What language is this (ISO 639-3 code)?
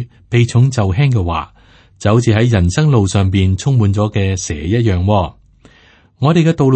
yue